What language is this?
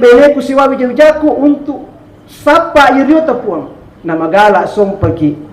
Buginese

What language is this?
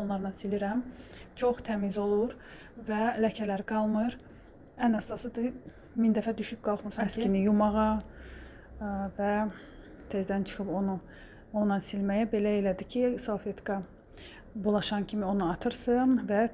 Azerbaijani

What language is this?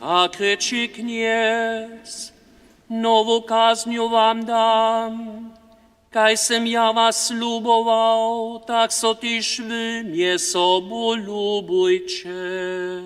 Upper Sorbian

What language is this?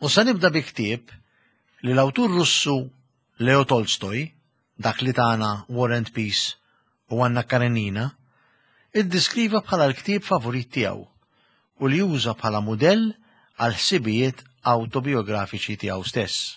Maltese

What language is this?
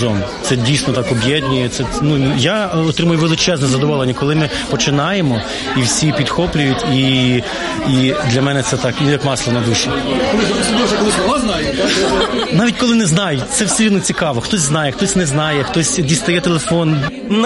Ukrainian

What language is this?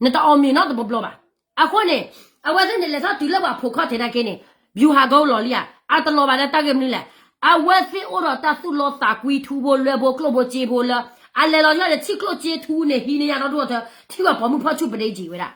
S'gaw Karen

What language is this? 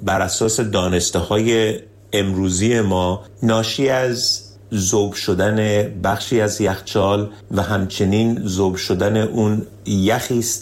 Persian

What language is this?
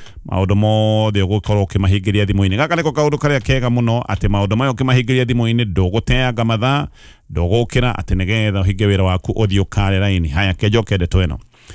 Kikuyu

